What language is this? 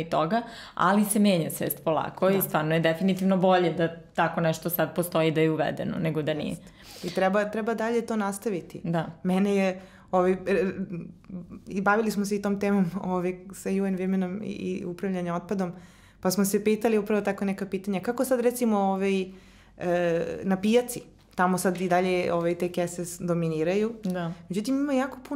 Serbian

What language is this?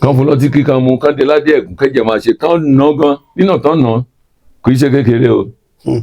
Yoruba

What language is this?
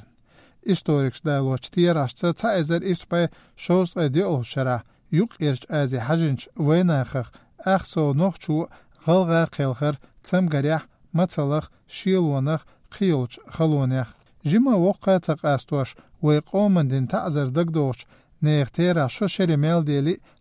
Chechen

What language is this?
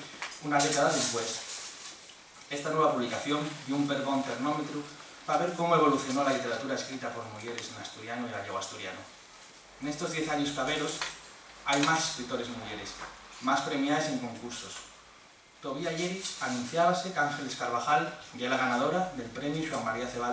Asturian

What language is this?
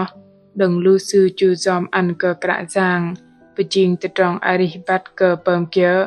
Bahnar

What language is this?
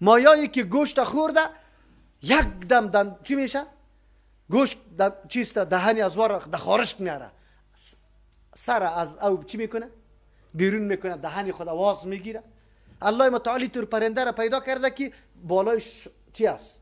Persian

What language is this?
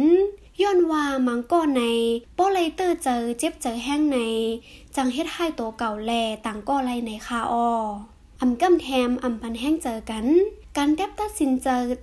Shan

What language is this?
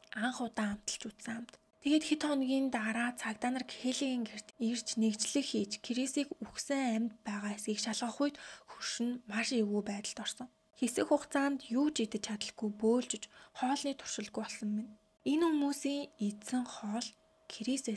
Mongolian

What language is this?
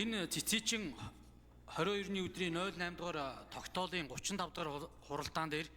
Mongolian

